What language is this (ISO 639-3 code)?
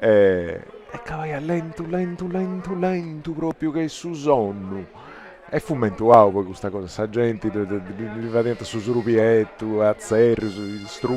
srd